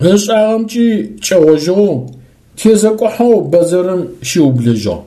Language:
Adyghe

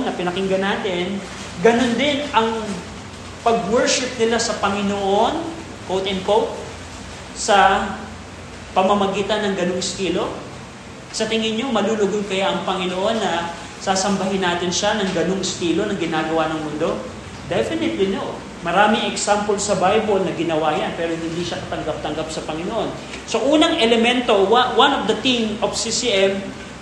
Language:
Filipino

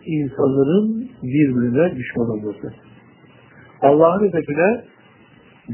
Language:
Turkish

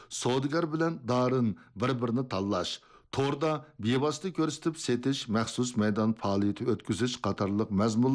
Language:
Uyghur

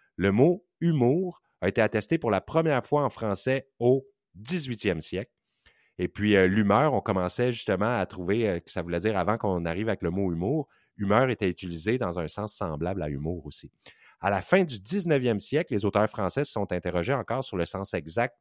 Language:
French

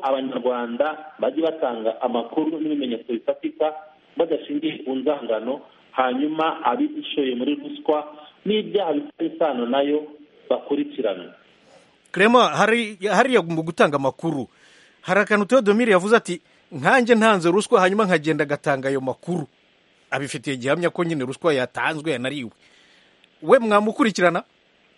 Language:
Kinyarwanda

